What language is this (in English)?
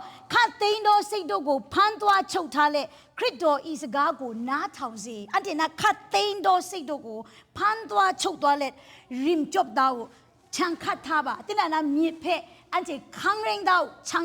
Kachin